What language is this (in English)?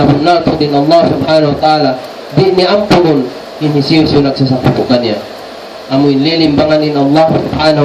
Tausug